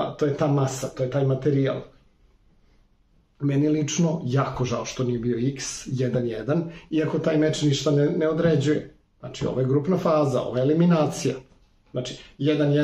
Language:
Serbian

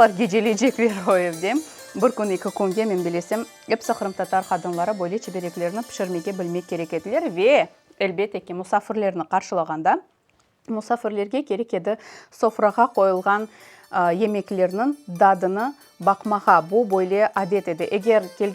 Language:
Crimean Tatar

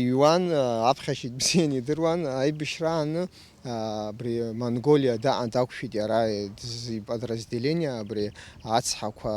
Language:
Abkhazian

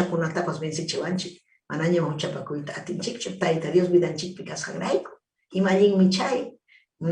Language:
Ayacucho Quechua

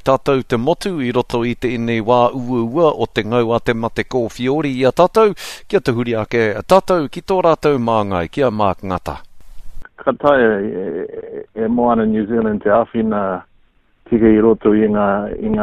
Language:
Māori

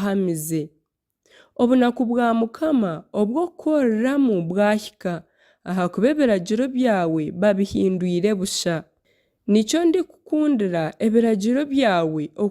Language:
Nyankole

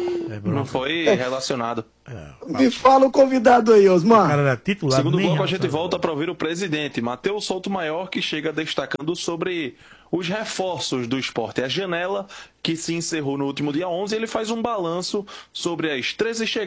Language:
Portuguese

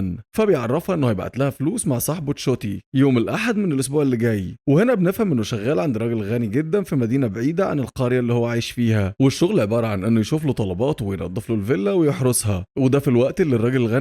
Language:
Egyptian Arabic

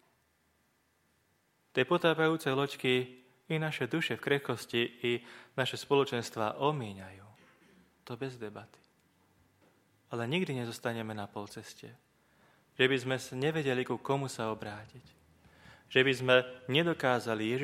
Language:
Slovak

